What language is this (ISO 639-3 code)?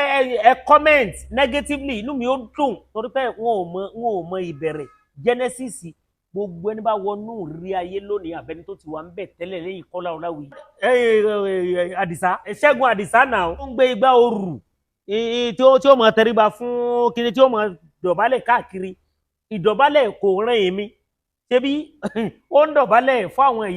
yor